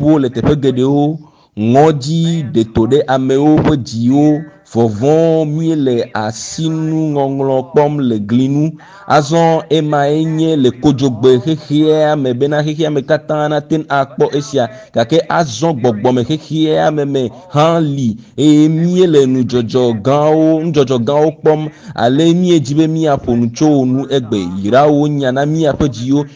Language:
Ewe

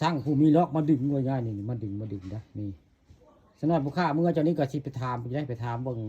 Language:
Northeastern Thai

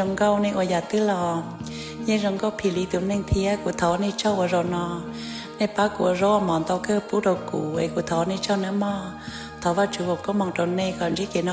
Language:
Hmong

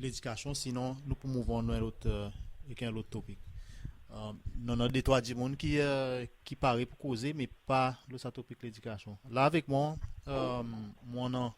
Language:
Seselwa Creole French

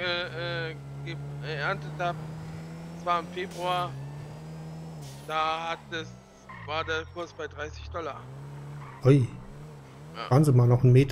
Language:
German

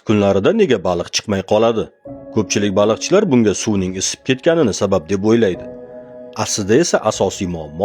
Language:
Uzbek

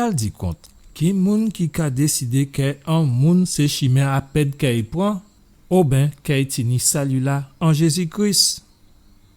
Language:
Guadeloupean Creole French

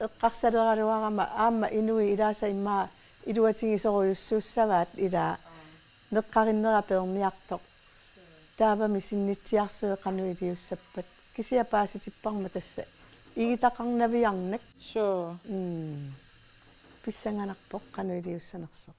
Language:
Kalaallisut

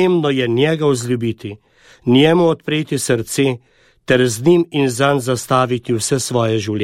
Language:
Slovenian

